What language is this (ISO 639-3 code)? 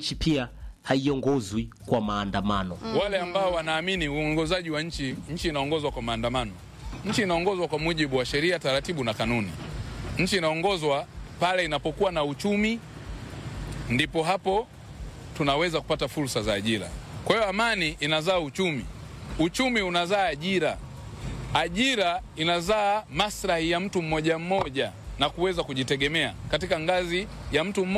swa